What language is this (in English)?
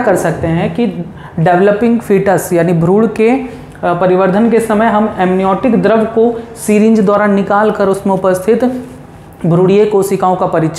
Hindi